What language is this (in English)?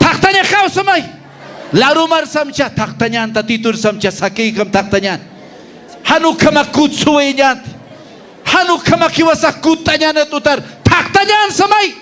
Aymara